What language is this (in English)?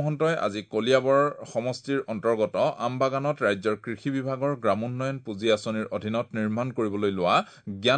Assamese